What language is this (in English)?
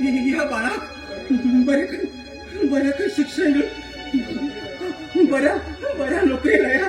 Konkani